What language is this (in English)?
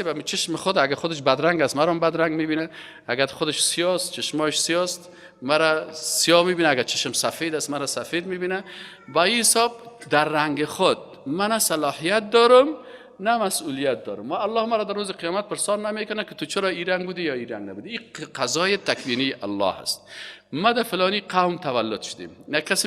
Persian